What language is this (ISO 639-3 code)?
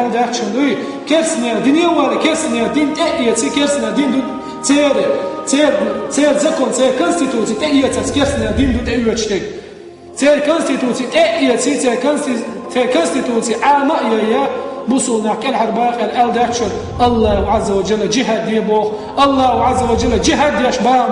che